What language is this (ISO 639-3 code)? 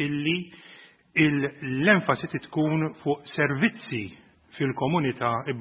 mlt